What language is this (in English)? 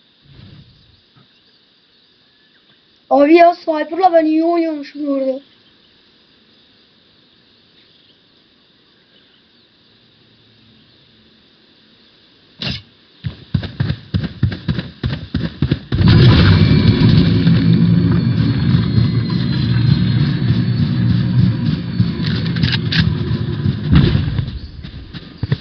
Turkish